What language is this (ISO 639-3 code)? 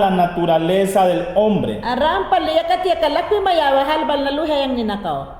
yan